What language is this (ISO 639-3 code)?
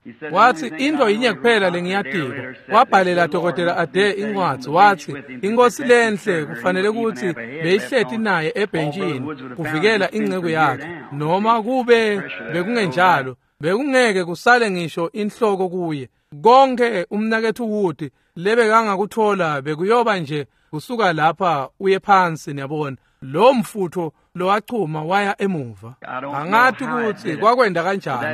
ssw